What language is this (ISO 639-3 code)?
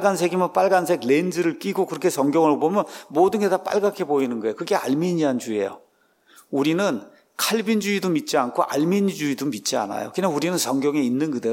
kor